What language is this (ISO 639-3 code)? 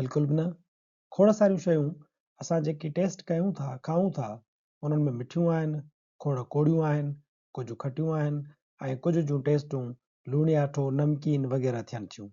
snd